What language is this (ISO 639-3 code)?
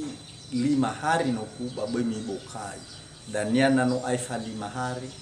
nia